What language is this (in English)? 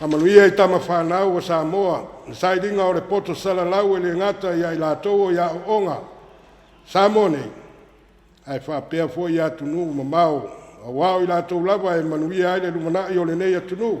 Samoan